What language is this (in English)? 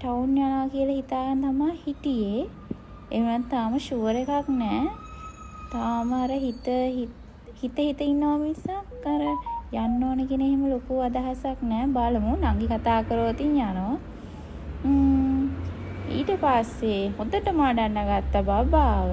Sinhala